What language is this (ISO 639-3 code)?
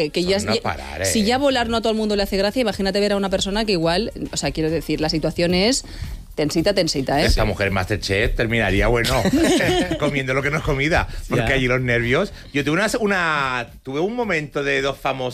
spa